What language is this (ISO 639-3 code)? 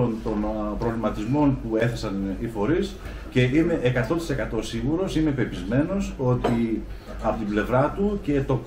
ell